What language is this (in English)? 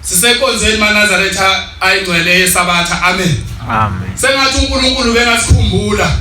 Zulu